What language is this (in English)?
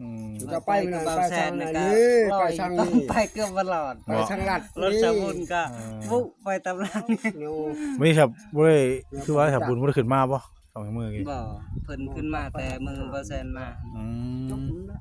Northeastern Thai